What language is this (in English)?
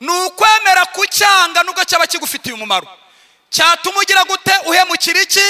Kinyarwanda